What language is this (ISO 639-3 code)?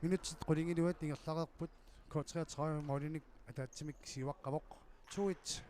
kal